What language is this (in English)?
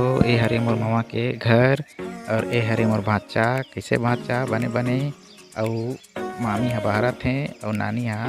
Chhattisgarhi